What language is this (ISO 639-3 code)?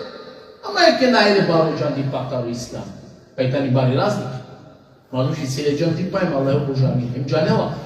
rmn